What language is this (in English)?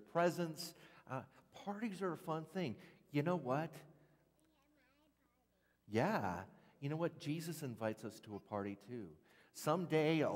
English